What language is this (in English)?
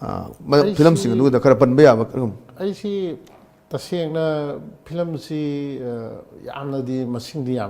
Manipuri